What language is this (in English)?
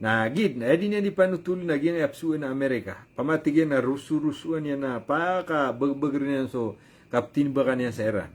Maranao